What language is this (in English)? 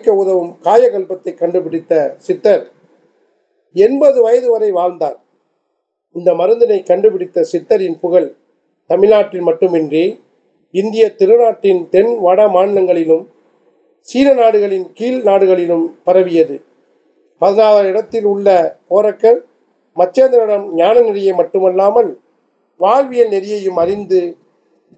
Tamil